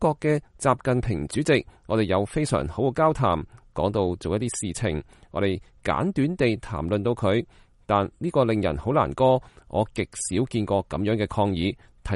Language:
Cantonese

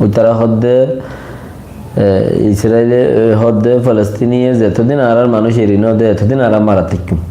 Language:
Rohingya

